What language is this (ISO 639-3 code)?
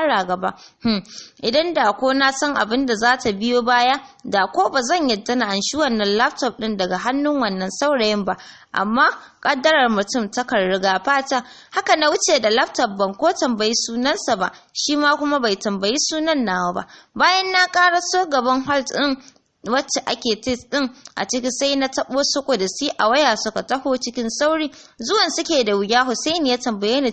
hau